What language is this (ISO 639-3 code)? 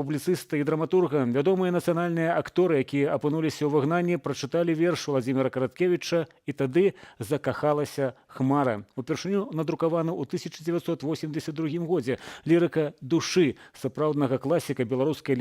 bel